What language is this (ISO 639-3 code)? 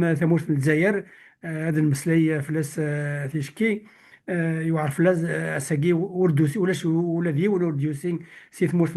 kab